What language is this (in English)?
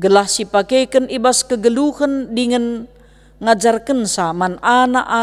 Batak Karo